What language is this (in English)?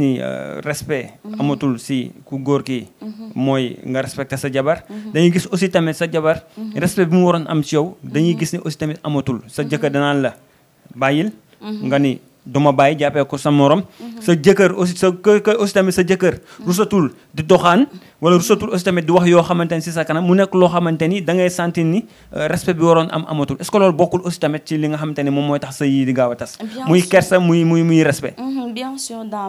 Wolof